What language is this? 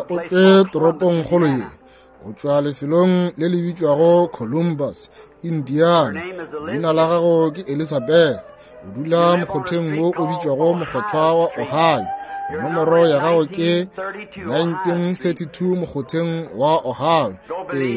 Northern Sotho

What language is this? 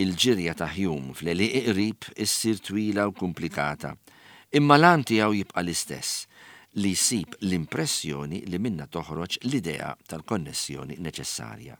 Maltese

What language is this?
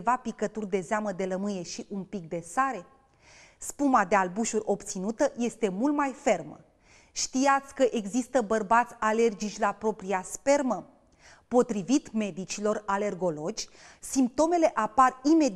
Romanian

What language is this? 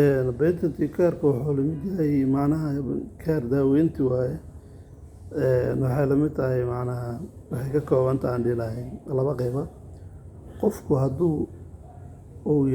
Somali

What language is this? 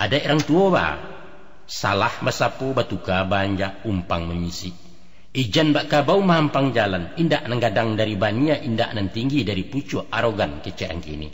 Minangkabau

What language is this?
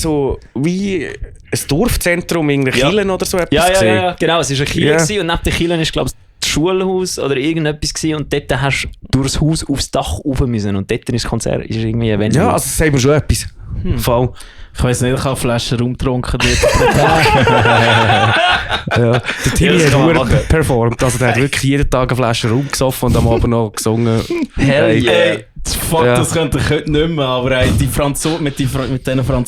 Swiss German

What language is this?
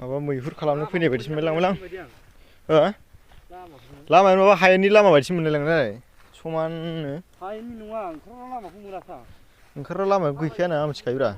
Bodo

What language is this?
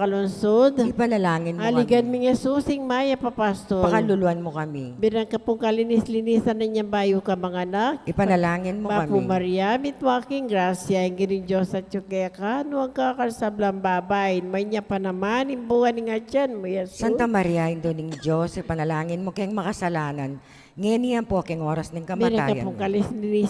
Pampanga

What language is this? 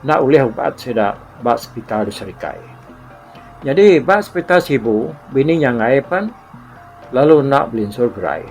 Iban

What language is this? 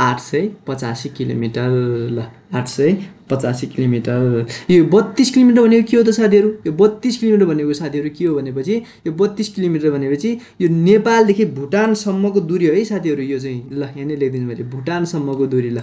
Nepali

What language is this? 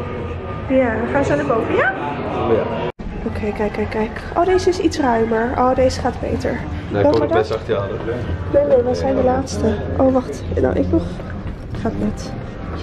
Dutch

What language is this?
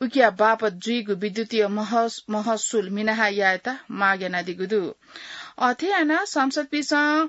Newari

